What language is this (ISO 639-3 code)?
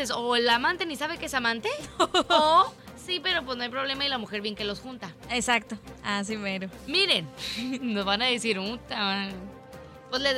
spa